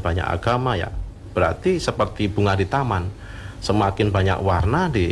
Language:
Indonesian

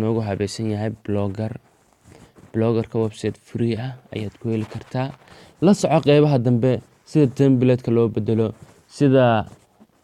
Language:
Somali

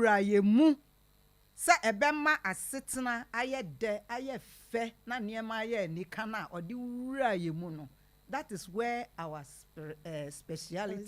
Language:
Akan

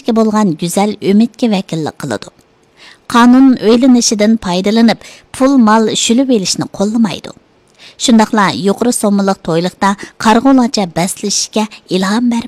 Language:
Uyghur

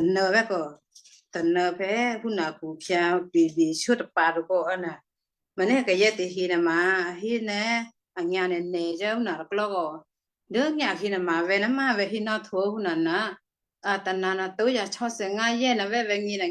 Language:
Western Kayah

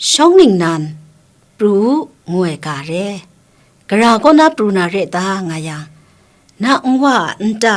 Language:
Kachin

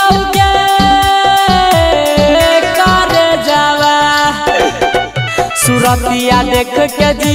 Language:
Bhojpuri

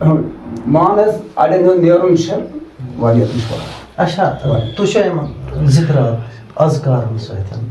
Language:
Kashmiri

